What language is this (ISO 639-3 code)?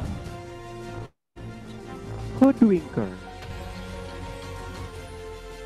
ind